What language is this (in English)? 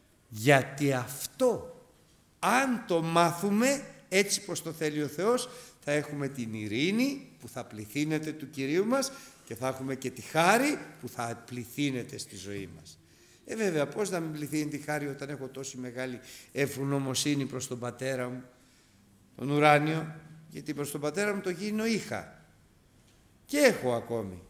Greek